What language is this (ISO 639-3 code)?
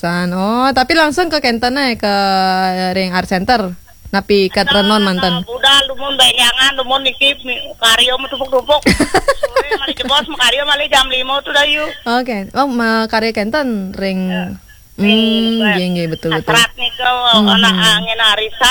ban